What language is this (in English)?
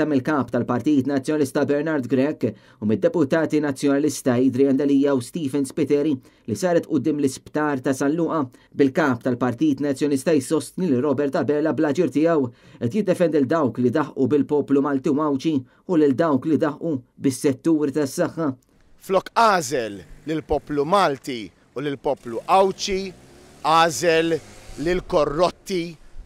Maltese